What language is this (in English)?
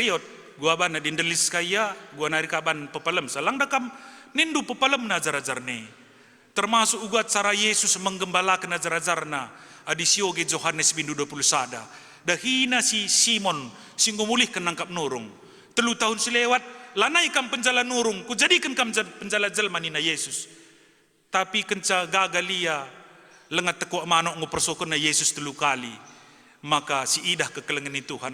Batak Karo